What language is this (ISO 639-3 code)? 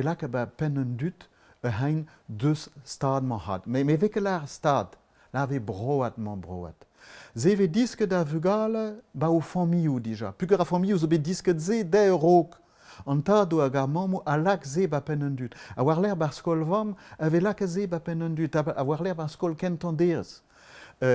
bre